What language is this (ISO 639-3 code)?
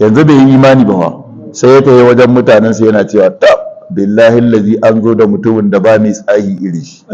hau